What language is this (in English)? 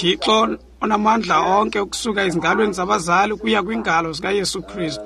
Xhosa